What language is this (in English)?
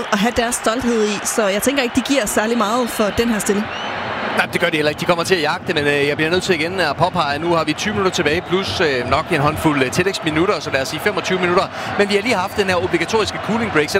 Danish